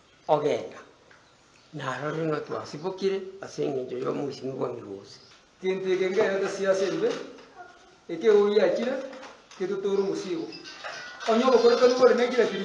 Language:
Gusii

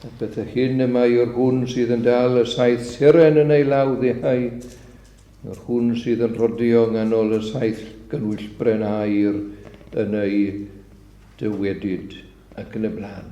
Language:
Welsh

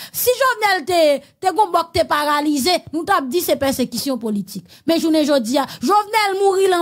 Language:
Haitian Creole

